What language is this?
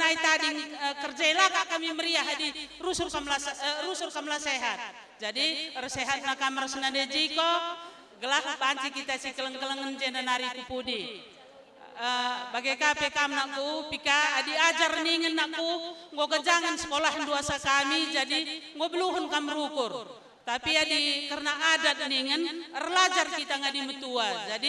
Batak Karo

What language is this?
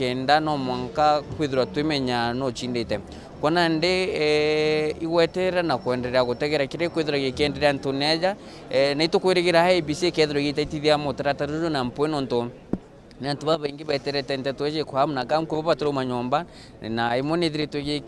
Meru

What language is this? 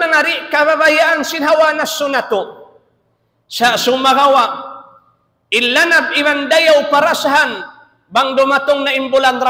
Tausug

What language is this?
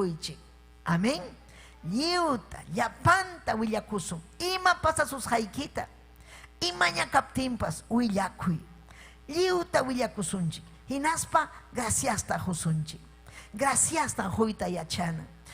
Ayacucho Quechua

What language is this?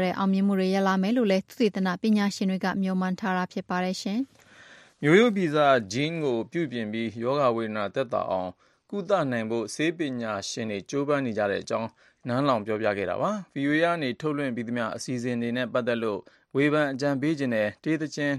Burmese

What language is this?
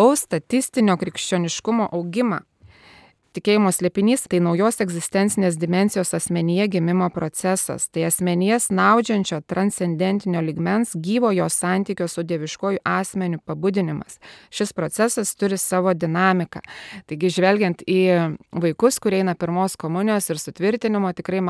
Lithuanian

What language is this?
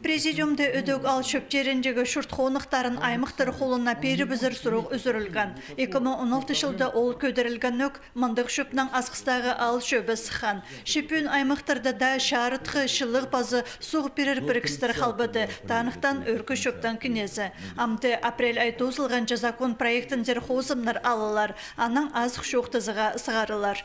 Khakas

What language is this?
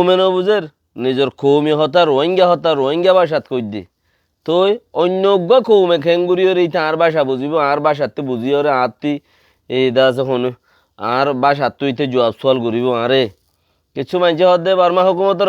Rohingya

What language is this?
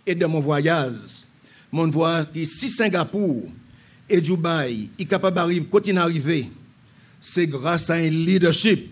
Seselwa Creole French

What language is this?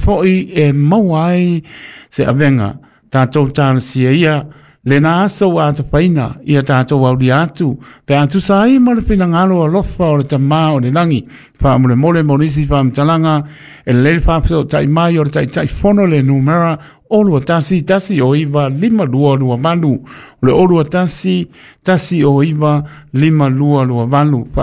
Samoan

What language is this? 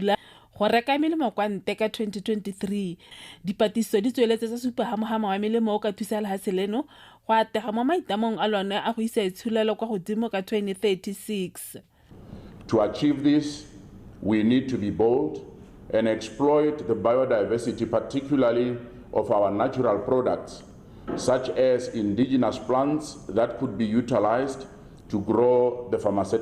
Tswana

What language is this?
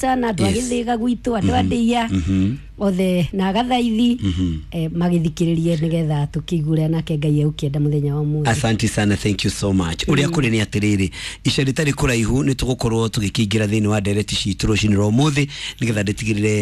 Kikuyu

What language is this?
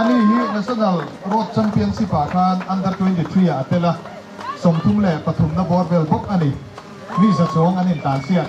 Mizo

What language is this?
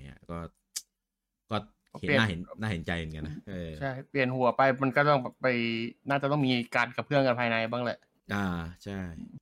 Thai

